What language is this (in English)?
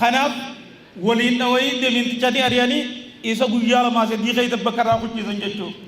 Oromo